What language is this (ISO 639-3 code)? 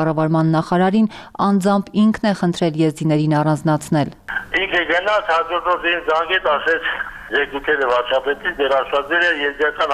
hye